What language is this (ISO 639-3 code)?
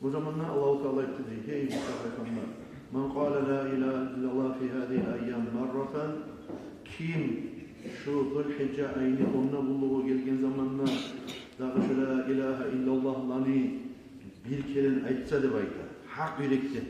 kum